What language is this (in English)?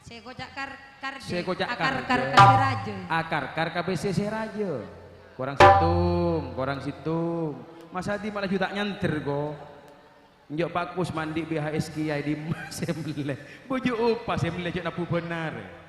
Madurese